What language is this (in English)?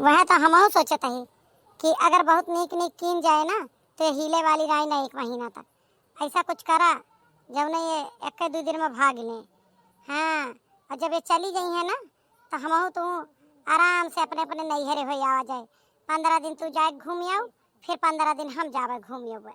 Awadhi